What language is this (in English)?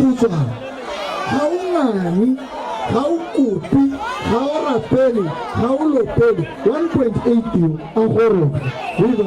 Tswana